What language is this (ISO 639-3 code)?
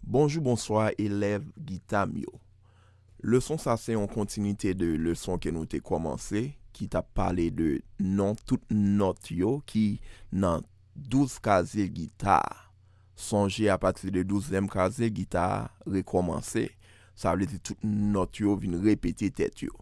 hat